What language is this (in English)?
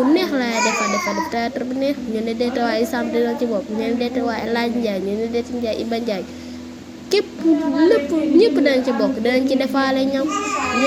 Wolof